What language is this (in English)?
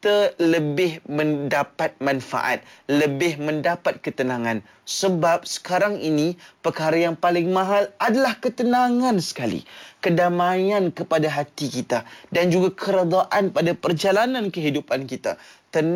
Malay